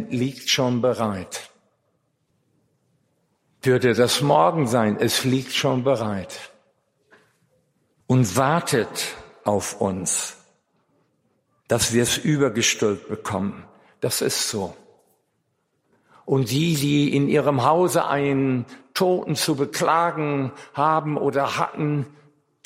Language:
German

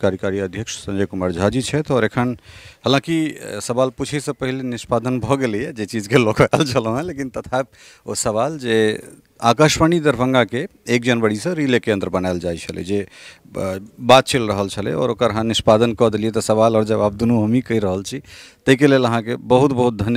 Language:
Maithili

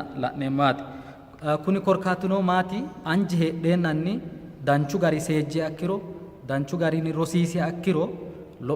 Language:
Sidamo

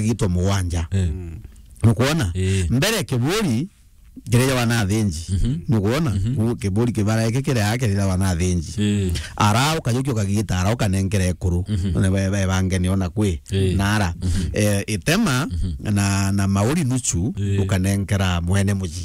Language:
Meru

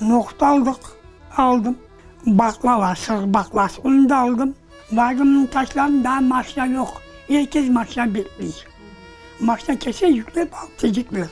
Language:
Crimean Tatar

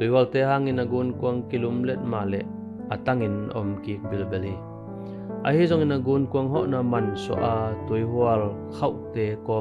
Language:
Tedim Chin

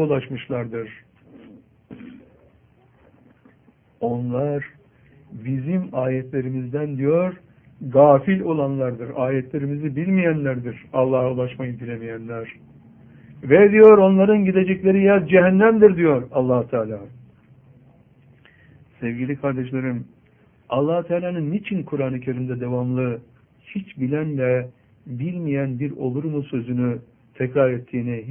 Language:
Turkish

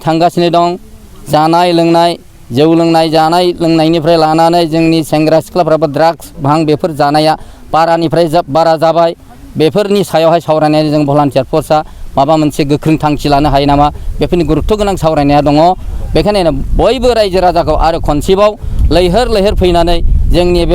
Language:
Bodo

